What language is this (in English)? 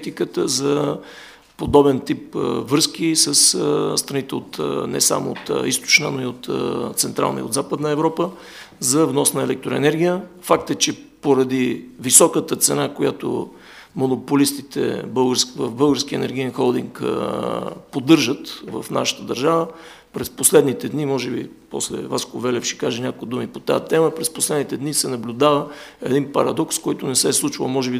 Bulgarian